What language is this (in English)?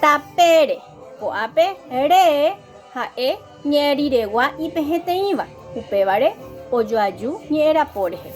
Guarani